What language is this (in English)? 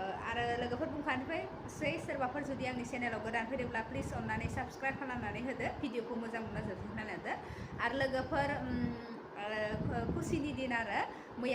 Bodo